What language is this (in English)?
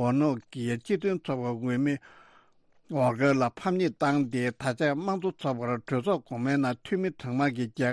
Tibetan